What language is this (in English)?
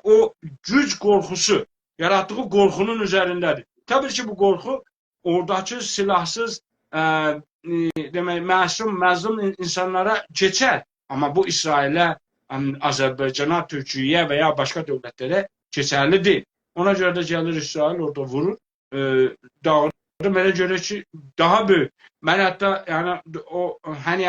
South Azerbaijani